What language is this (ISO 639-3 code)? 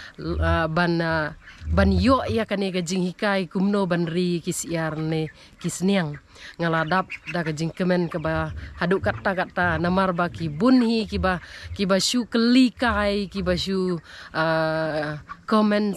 kha